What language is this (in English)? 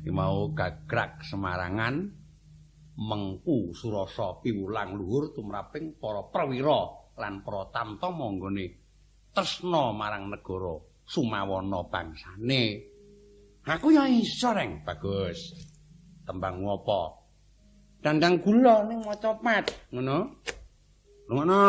Javanese